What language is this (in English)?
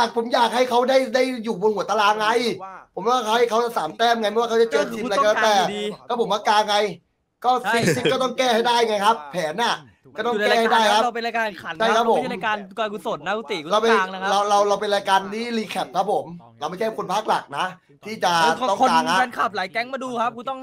Thai